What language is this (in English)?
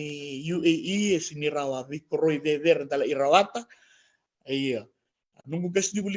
Fijian